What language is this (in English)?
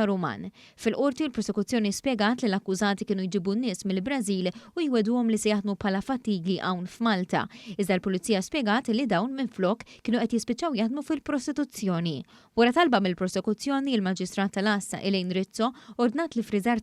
Maltese